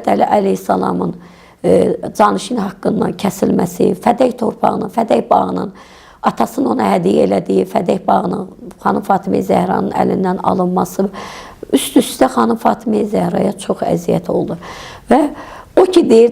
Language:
Azerbaijani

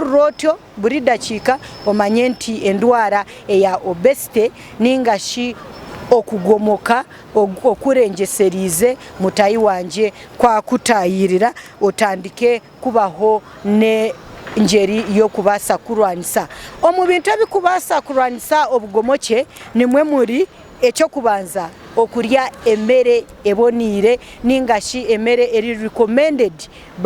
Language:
Nyankole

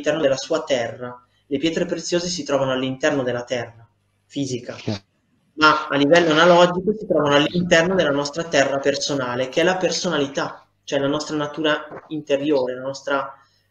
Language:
Italian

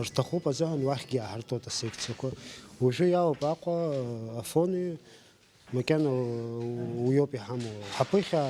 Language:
Abkhazian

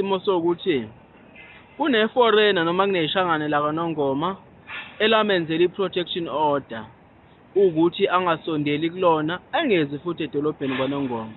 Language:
Zulu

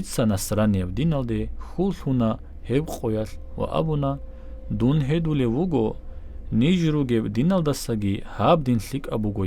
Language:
Avaric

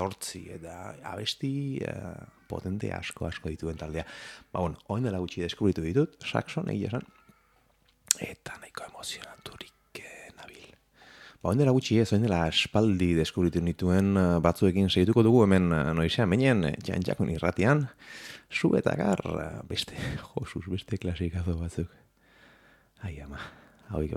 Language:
Basque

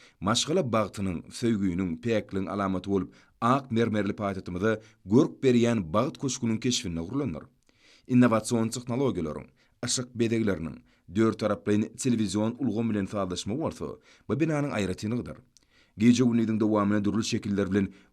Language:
Turkmen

